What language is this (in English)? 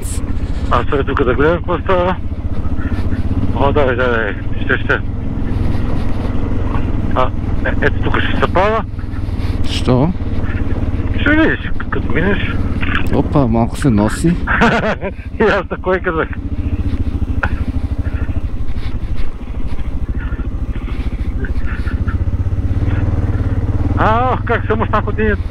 Bulgarian